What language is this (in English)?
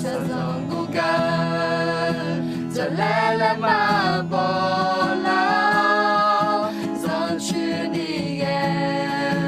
Akha